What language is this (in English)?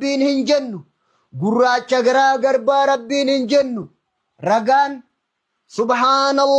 Oromo